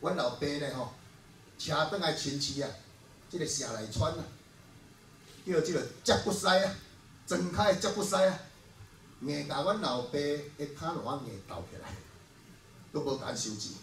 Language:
Min Nan Chinese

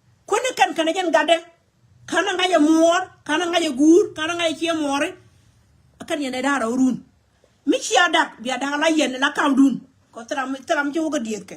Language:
Nuer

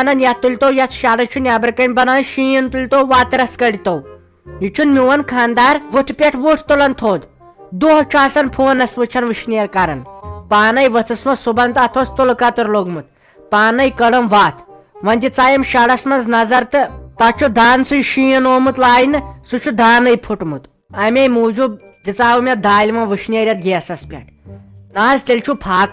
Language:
Kashmiri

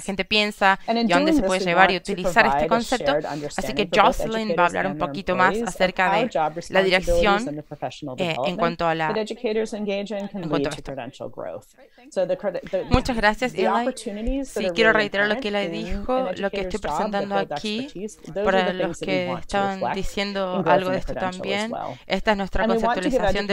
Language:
Spanish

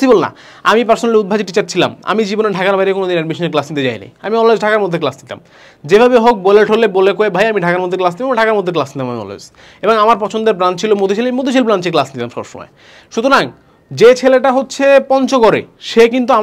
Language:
Bangla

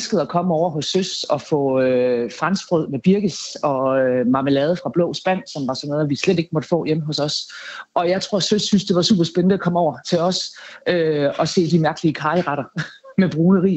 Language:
Danish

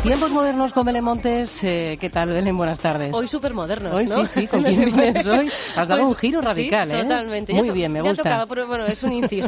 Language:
Spanish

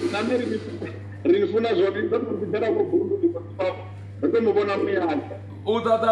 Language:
Venda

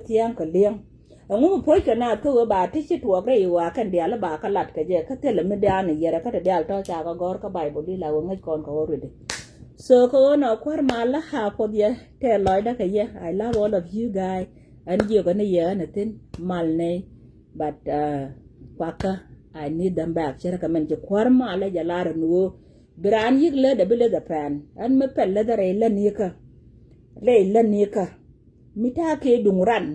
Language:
Nuer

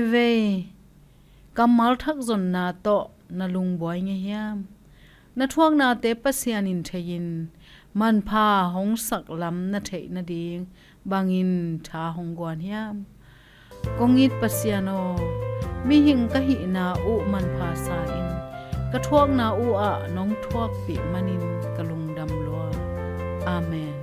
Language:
Tedim Chin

